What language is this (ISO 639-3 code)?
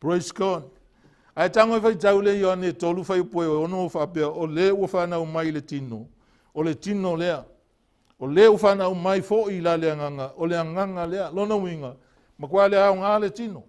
smo